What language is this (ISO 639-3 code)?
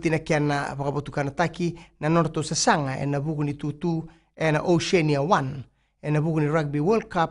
fij